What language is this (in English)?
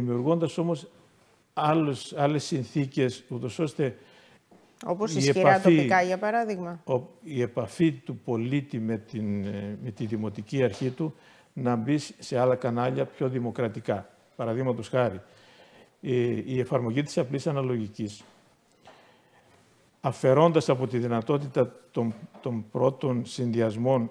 Greek